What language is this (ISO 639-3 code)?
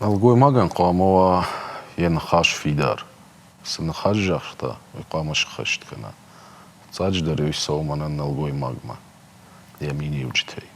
oss